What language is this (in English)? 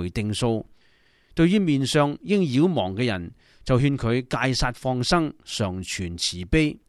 Cantonese